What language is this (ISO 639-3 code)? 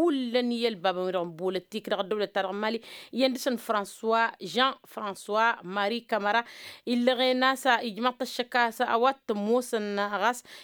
taq